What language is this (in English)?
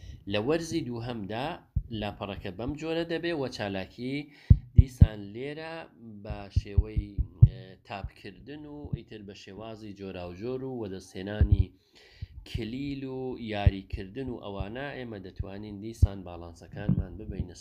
Central Kurdish